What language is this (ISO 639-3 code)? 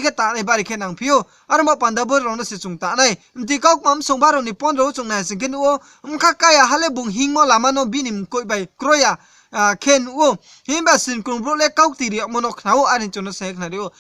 ria